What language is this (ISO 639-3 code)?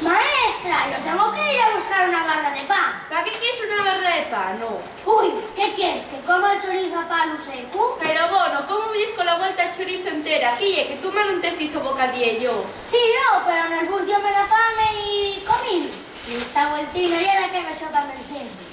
ast